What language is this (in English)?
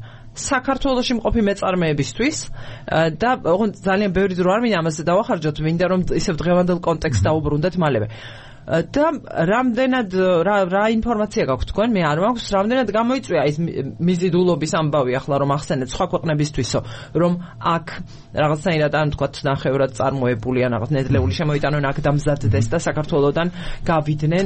Georgian